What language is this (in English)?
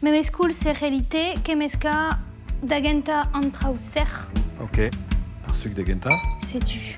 Breton